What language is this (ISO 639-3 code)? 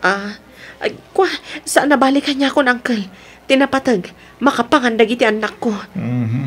ilo